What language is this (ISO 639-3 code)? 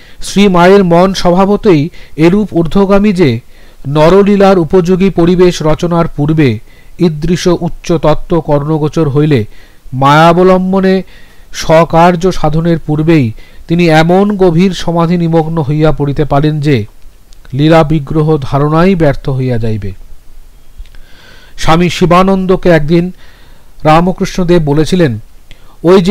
ben